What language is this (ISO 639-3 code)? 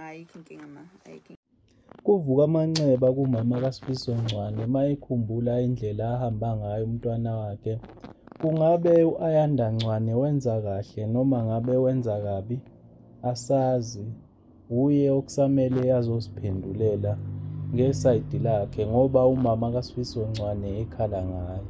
zul